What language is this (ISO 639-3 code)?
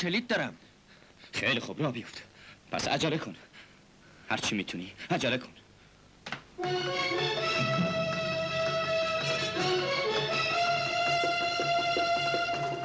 fas